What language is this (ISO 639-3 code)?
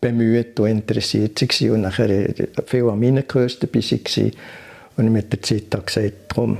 gsw